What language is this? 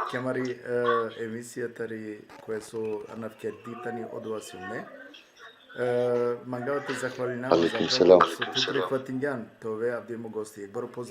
Balkan Romani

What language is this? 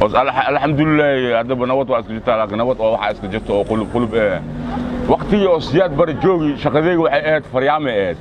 Somali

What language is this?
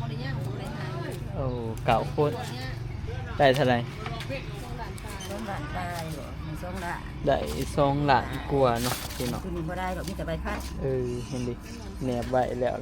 Northeastern Thai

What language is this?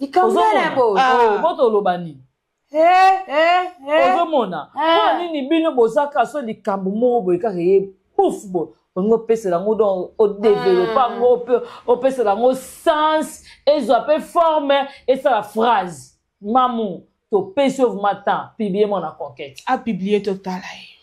Lingala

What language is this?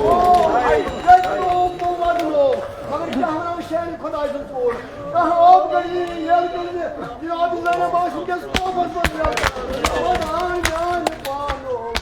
Kashmiri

